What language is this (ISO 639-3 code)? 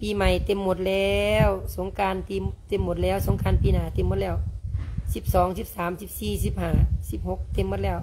lao